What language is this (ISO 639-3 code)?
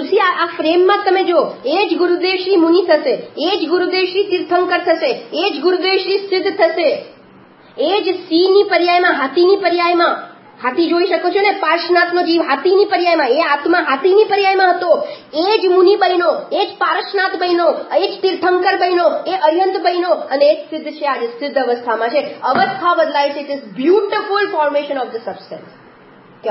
guj